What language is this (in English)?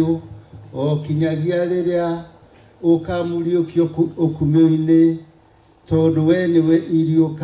Kikuyu